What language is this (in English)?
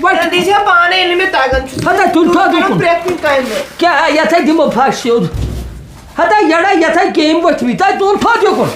Kashmiri